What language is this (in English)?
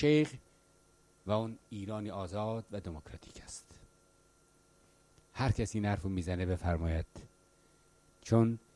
Persian